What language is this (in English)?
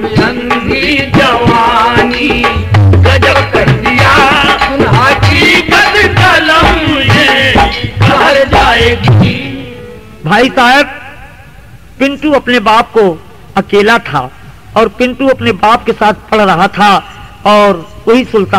Bhojpuri